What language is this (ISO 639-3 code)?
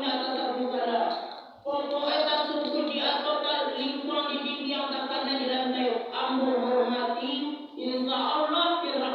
min